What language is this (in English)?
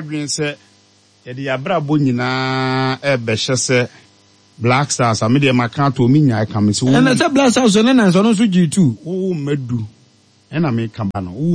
Akan